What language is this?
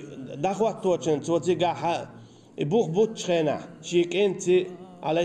Chechen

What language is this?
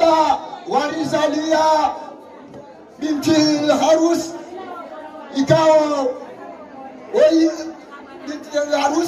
Swahili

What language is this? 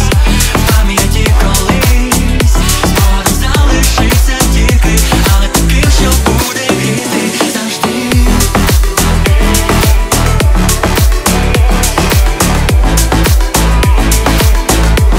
Ukrainian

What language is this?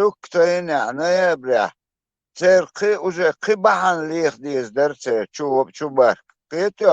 Chechen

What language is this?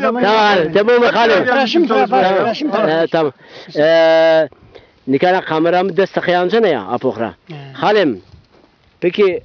Zaza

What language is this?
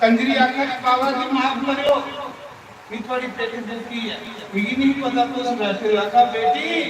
Dogri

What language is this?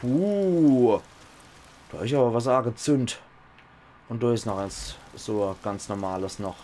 Palatine German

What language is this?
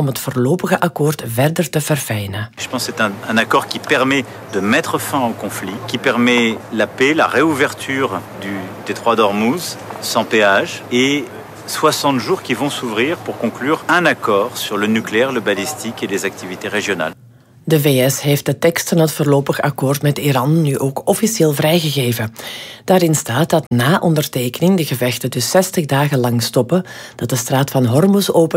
Dutch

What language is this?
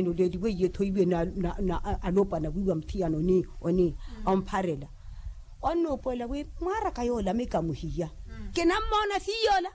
Makhuwa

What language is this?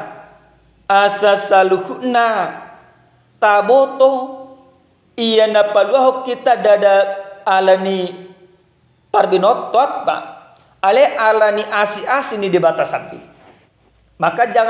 Batak Toba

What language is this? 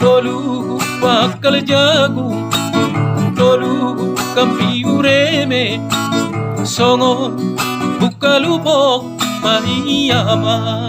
Batak Toba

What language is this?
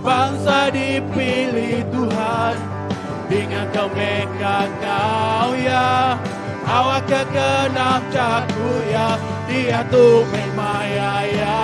Iban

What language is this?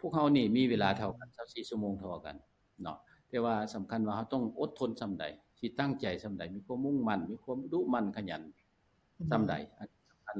Lao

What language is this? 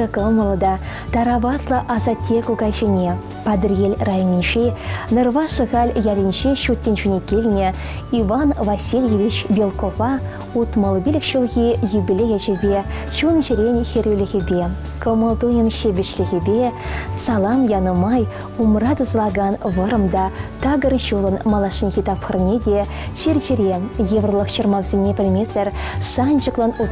Chuvash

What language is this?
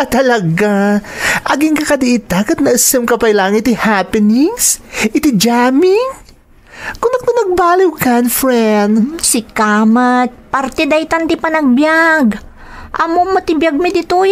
Iloko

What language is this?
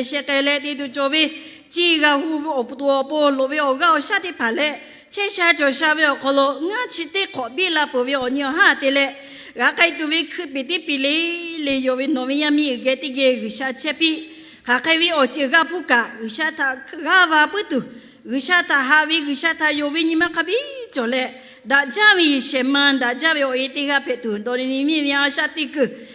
Lahu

